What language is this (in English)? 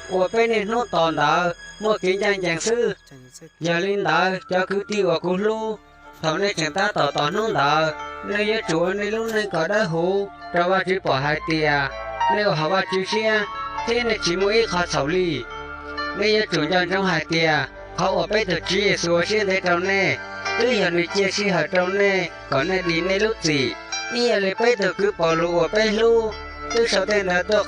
Hmong